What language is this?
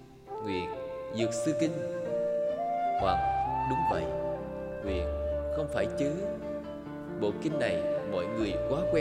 Vietnamese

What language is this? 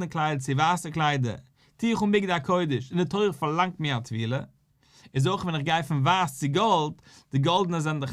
Yiddish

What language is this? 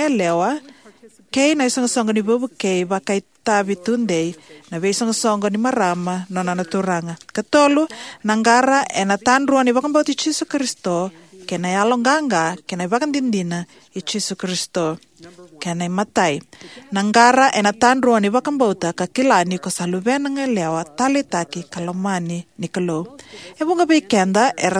Fijian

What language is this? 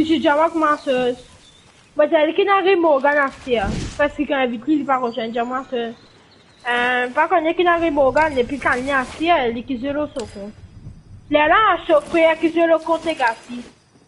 Morisyen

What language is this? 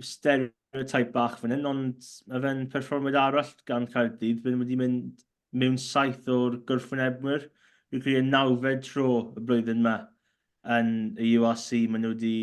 Welsh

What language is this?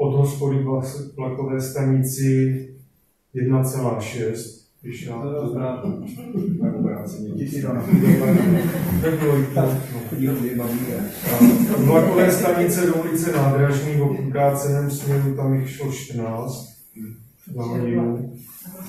Czech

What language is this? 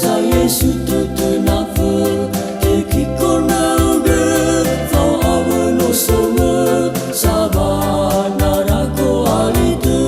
Nias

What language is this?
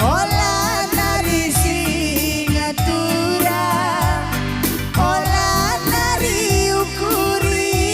Batak Karo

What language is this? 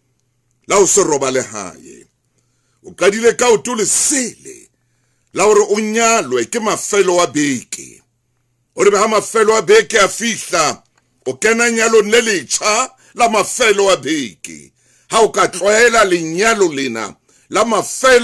Southern Sotho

